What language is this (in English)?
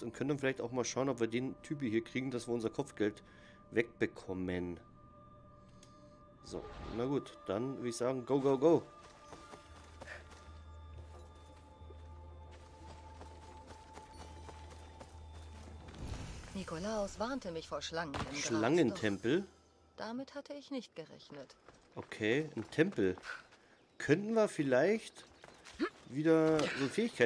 German